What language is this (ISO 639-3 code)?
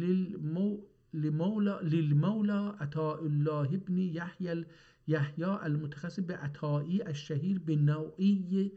azb